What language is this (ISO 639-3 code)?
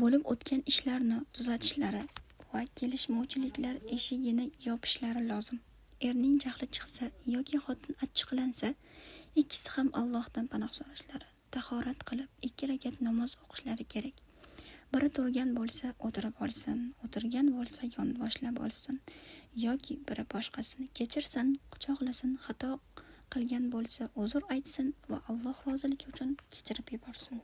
uzb